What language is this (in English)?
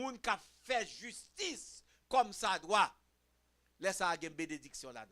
Haitian Creole